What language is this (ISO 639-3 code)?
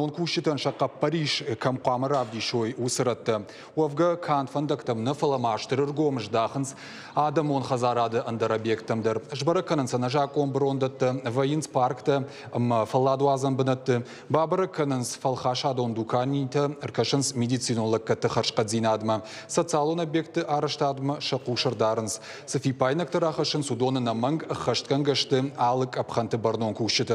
oss